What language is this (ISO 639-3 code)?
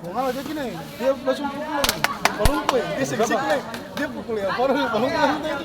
abs